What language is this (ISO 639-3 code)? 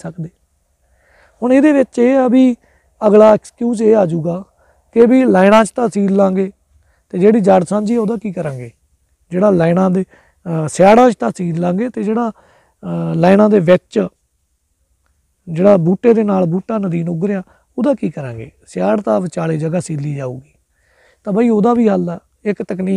pan